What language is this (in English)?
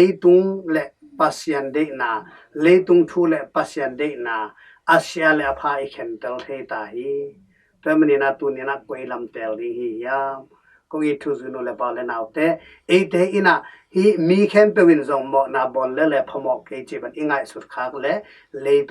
Tedim Chin